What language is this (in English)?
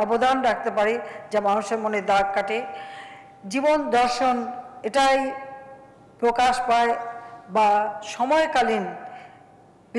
Bangla